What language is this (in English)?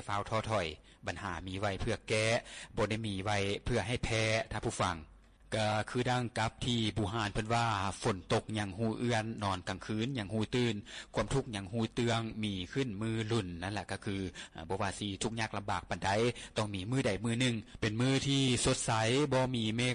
Lao